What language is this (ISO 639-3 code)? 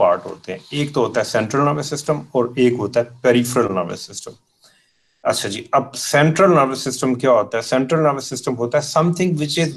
hin